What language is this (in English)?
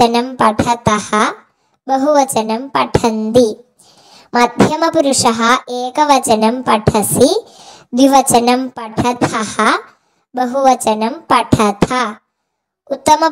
Sanskrit